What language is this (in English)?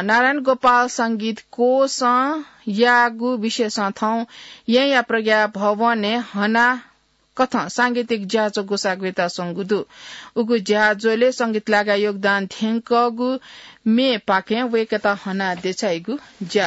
Newari